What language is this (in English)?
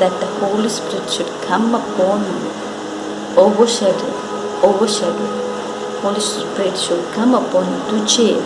Konkani